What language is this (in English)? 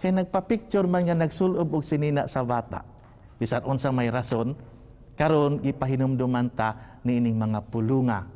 Cebuano